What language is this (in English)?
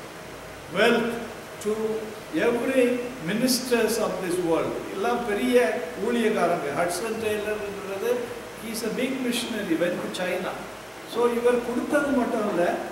Tamil